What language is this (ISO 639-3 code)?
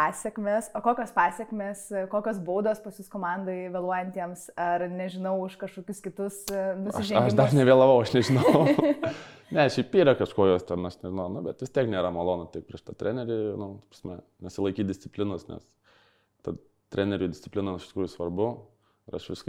lit